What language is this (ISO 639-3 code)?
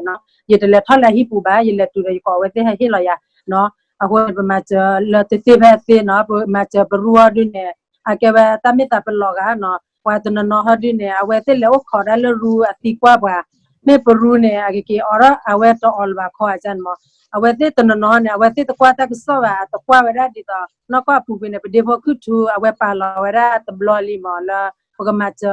ksw